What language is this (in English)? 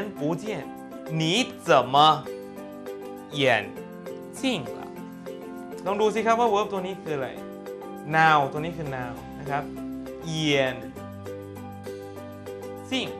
Thai